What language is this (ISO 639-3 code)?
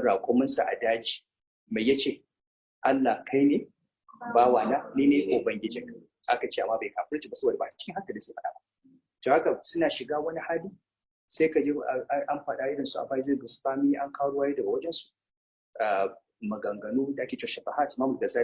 hau